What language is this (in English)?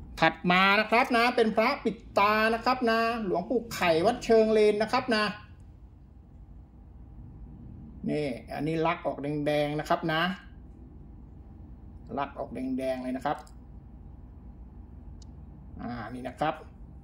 Thai